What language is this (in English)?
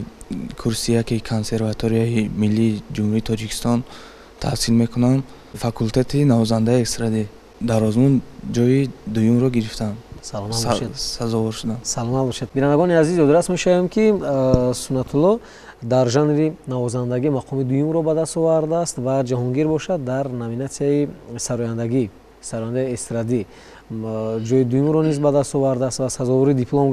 Tajik